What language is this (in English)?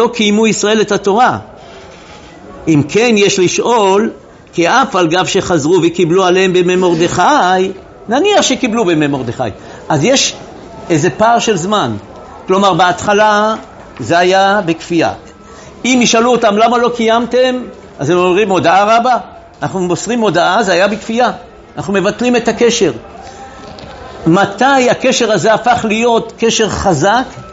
Hebrew